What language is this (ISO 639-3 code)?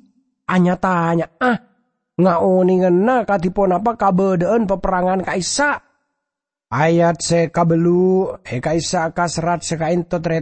mad